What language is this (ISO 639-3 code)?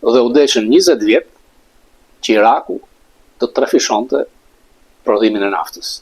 sqi